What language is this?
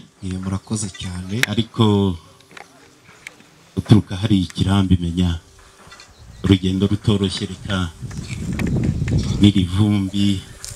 Kinyarwanda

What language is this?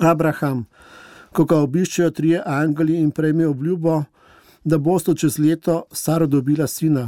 Slovenian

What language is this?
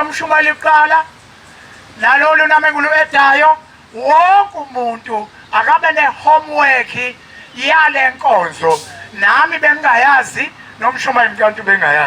Zulu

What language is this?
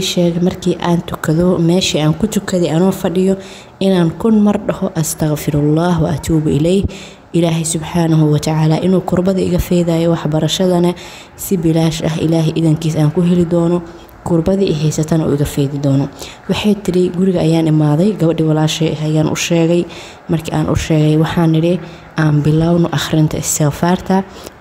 Somali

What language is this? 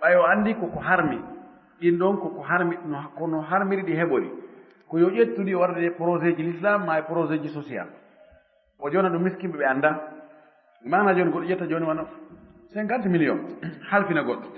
Fula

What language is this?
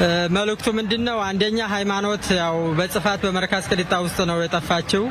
Amharic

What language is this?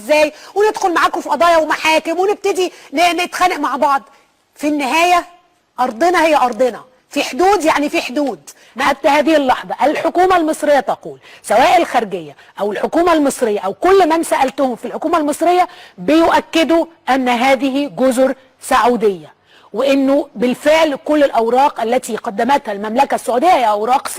Egyptian Arabic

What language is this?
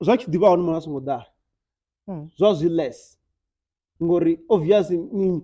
Venda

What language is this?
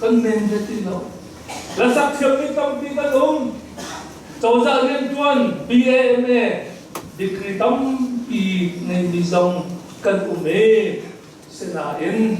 Hakha Chin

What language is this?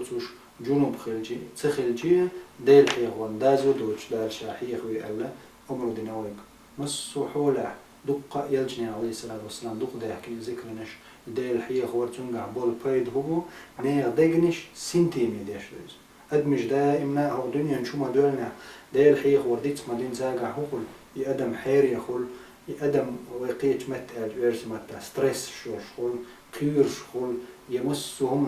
Chechen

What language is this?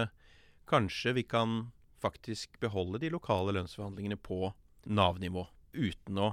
Norwegian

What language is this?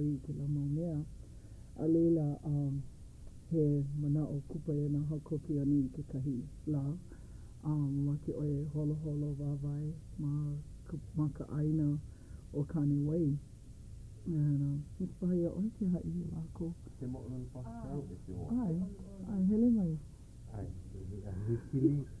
Hawaiian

